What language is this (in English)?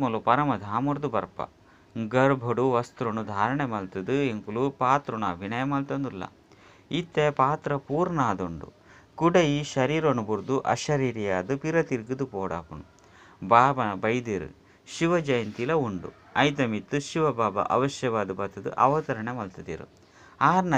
Tulu